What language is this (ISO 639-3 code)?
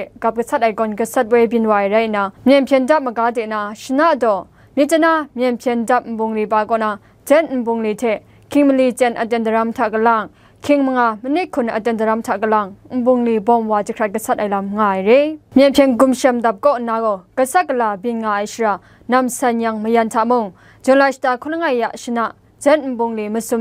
kac